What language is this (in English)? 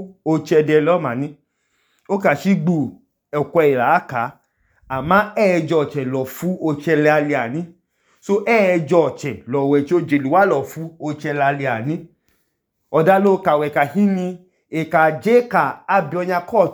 Idoma